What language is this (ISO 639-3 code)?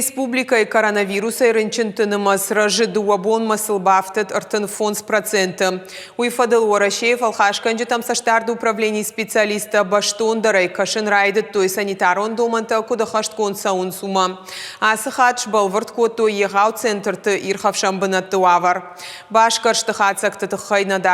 oss